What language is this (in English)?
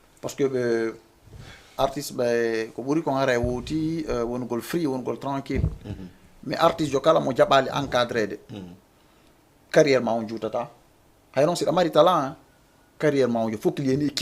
Fula